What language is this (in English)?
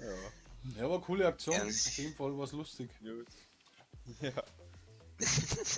Bavarian